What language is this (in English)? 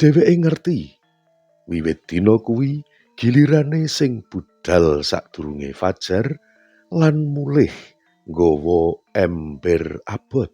Javanese